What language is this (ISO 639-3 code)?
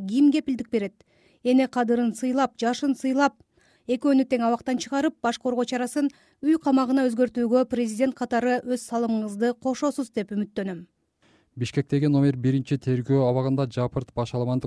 kir